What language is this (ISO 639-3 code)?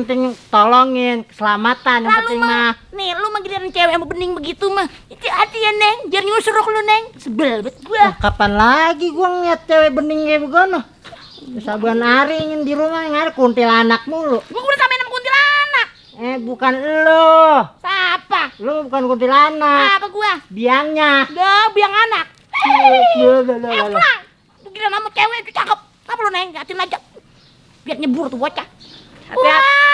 bew